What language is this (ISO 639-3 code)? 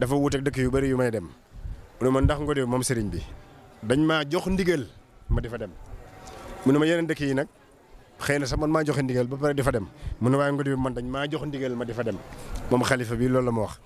wol